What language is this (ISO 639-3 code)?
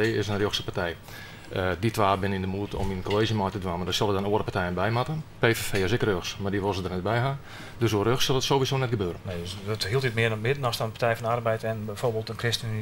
fry